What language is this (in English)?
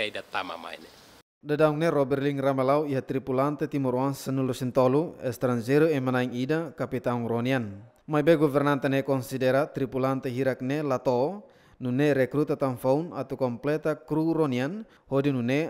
Tetum